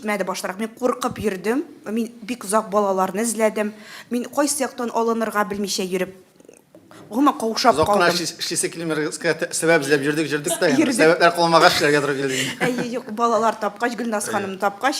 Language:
Tatar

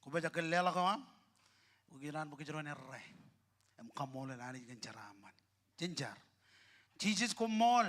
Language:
Marshallese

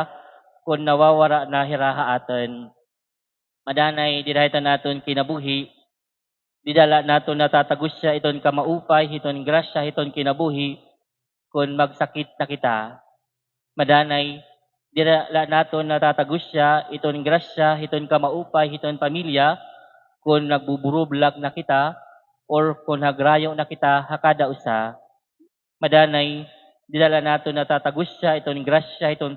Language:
Waray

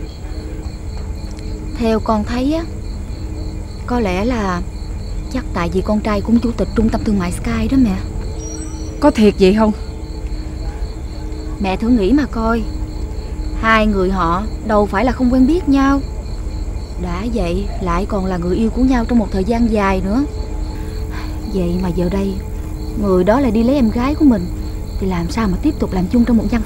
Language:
Vietnamese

